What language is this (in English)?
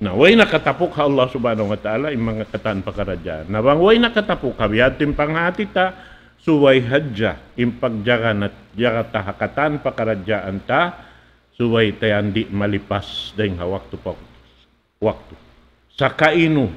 Tausug